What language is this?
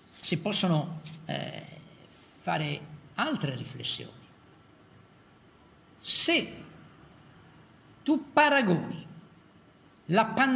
Italian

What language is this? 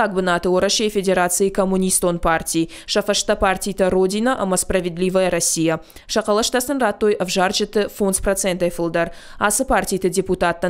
Ossetic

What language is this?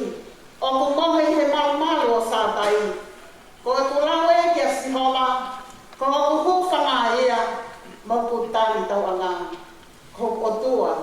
Tongan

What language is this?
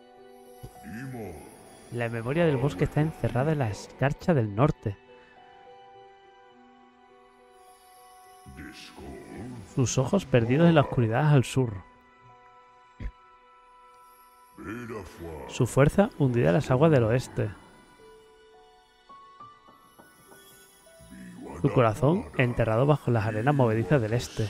Spanish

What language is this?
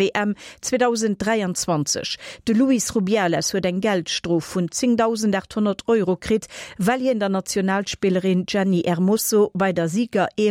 Luxembourgish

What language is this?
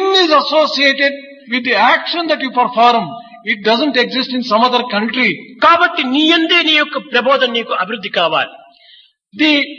Telugu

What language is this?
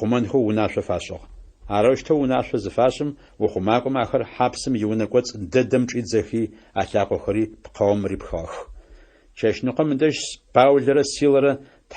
Adyghe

